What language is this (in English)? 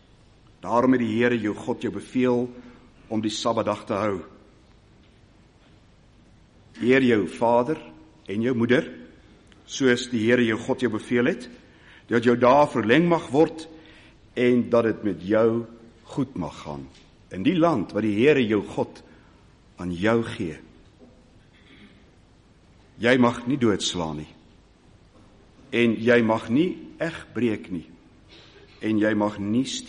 Afrikaans